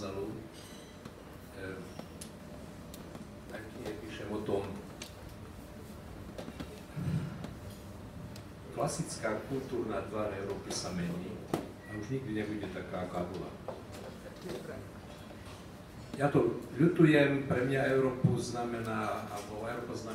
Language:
Slovak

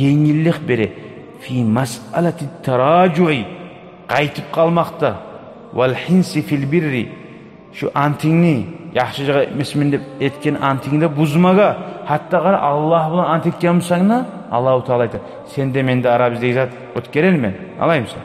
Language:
Kumyk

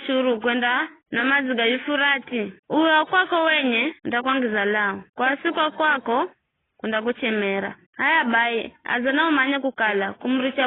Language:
Giryama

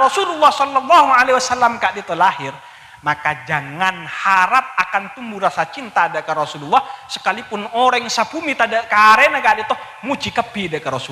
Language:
Madurese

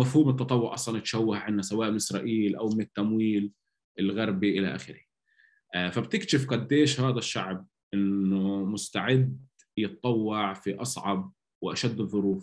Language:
North Levantine Arabic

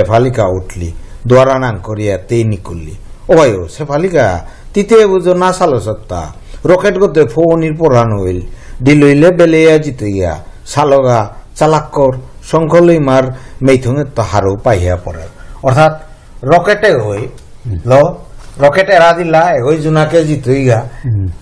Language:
Bishnupriya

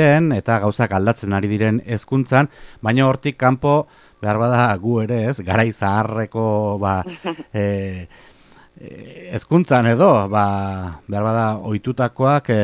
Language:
Basque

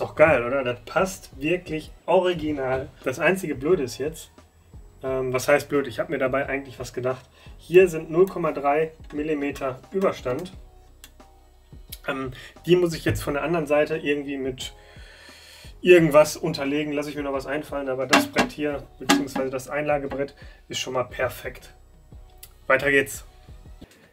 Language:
German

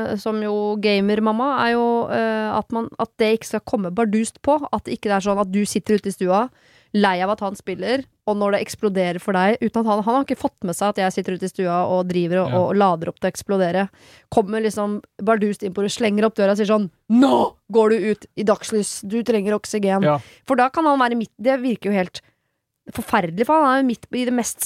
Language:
Norwegian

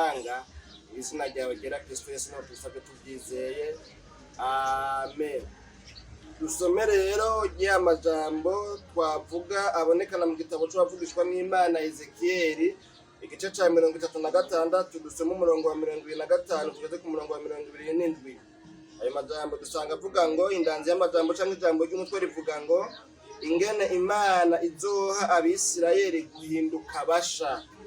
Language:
Rundi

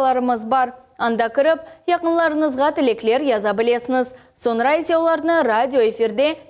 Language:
Crimean Tatar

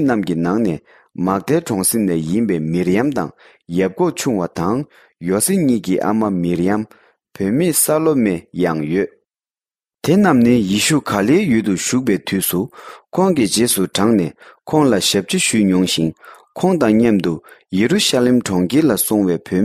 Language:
Tibetan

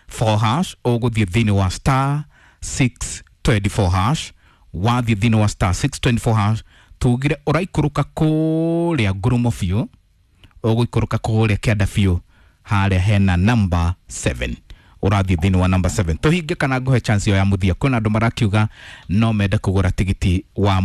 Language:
Kikuyu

